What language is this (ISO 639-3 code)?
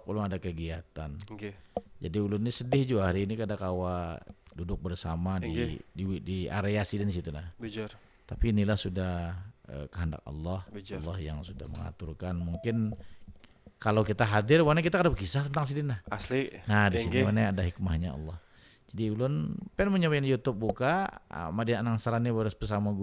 bjn